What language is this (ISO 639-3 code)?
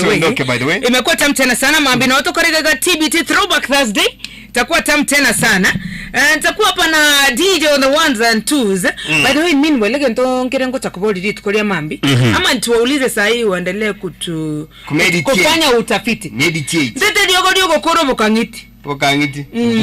guz